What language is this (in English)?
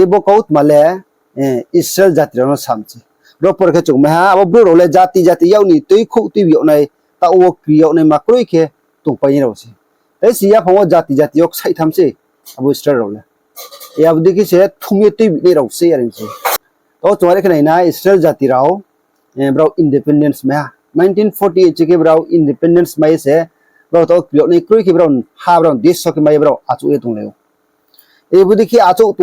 Riang (India)